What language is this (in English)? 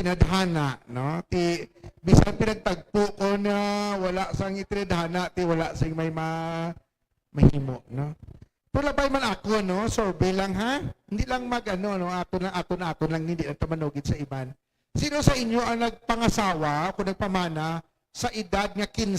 Hiligaynon